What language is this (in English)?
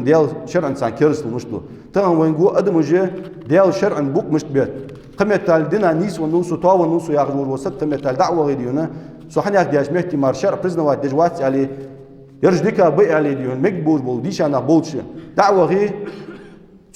Ingush